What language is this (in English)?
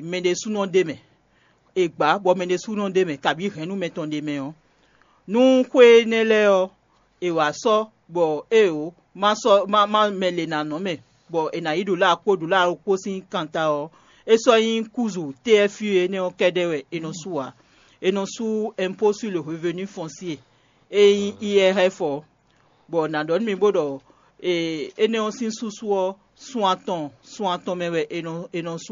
Fon